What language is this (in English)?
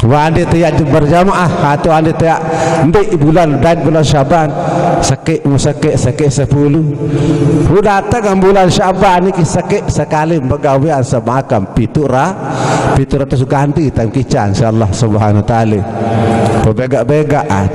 Sasak